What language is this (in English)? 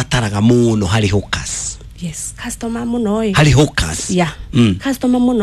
Kikuyu